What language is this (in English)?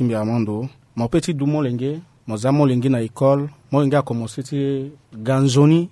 Sango